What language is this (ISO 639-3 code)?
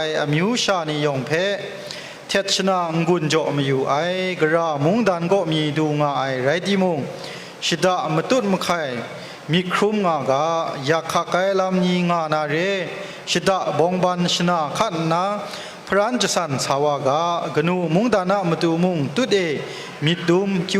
kac